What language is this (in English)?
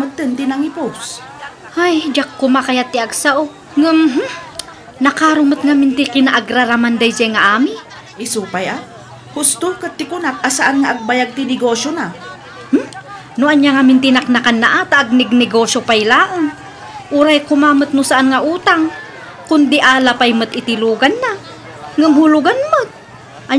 Iloko